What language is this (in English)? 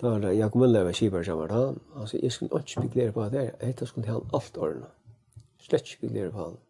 Faroese